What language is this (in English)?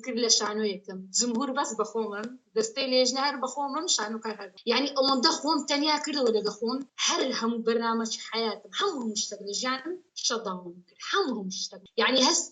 Central Kurdish